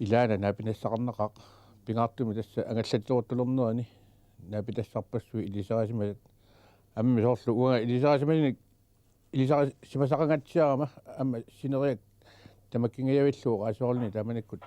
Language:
Kalaallisut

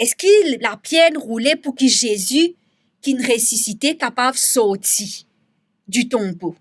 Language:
Morisyen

